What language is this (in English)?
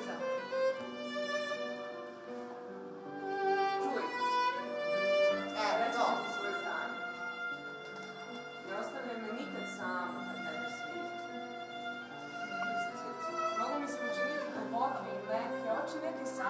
Serbian